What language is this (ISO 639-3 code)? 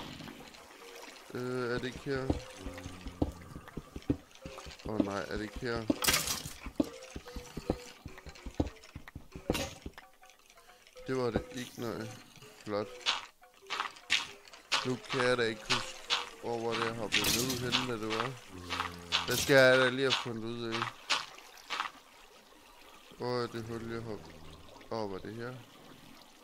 dan